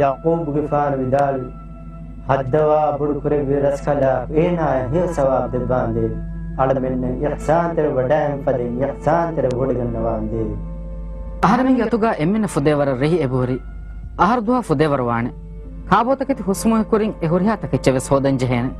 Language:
Divehi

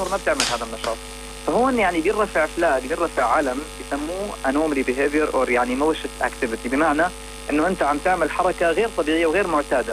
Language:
North Levantine Arabic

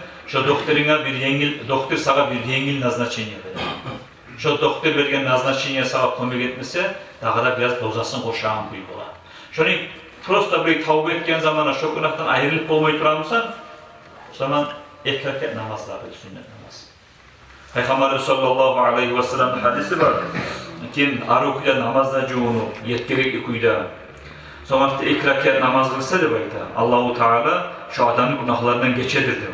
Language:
Kumyk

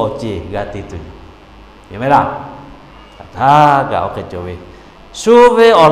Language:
Lahu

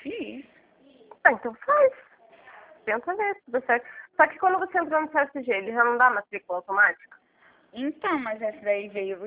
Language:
Portuguese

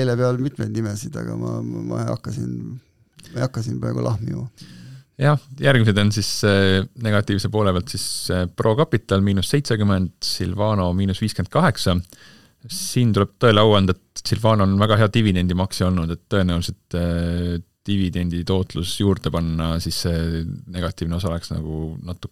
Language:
Estonian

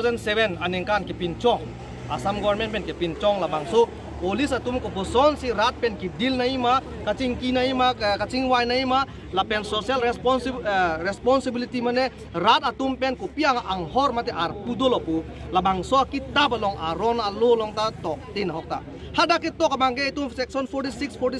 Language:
Karbi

